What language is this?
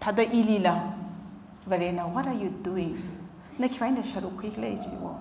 Tangkhul Naga (India)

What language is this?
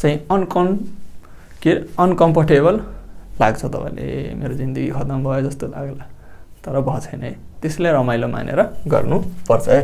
Nepali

